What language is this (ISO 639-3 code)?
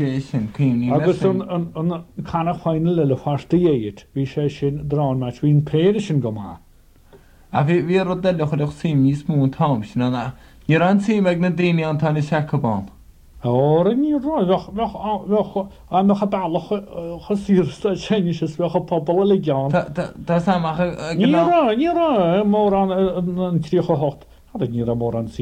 gle